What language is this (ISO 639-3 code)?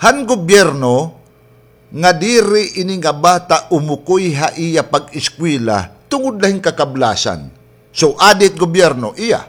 war